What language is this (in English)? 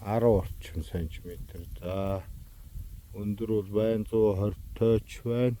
Mongolian